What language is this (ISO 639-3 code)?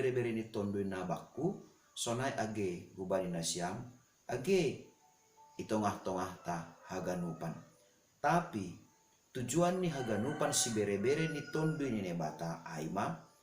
bts